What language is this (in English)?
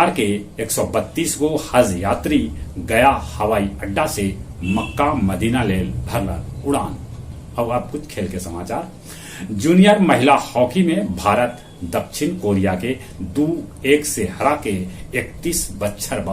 Magahi